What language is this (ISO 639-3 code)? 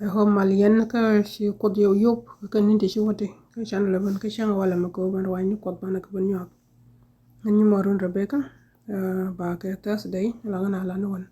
nus